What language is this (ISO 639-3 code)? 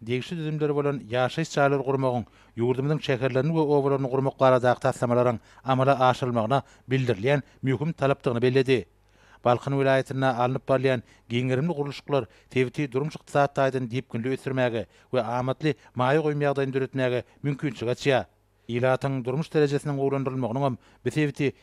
tuk